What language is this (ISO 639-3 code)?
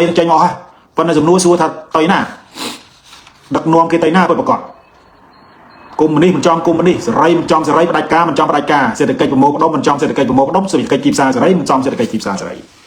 khm